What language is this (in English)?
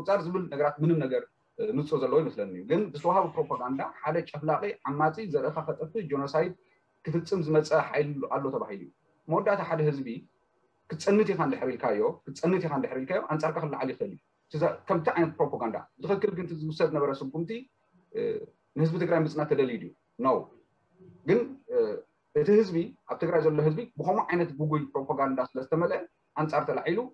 Tigrinya